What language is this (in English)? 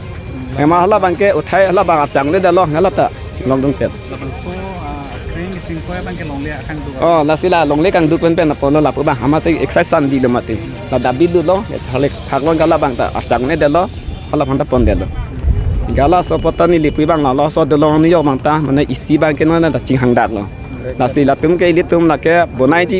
Karbi